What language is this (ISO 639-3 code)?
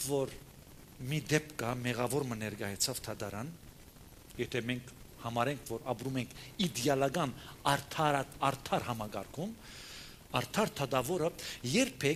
hye